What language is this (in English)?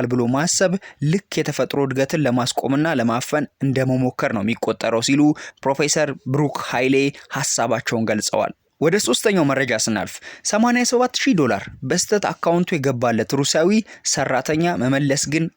Amharic